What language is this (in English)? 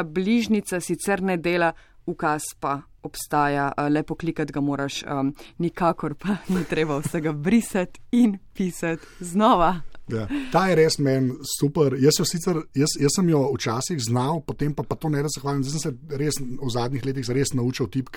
Slovenian